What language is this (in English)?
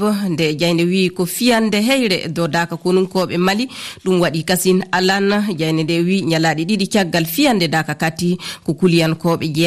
Fula